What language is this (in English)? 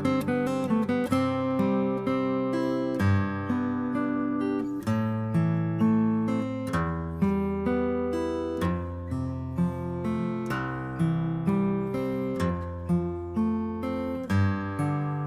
Konkani